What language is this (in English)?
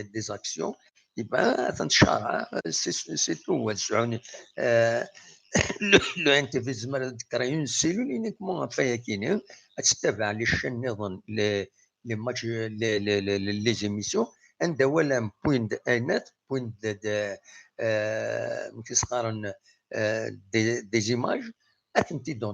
Kabyle